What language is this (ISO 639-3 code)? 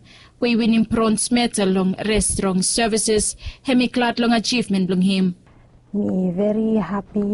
bis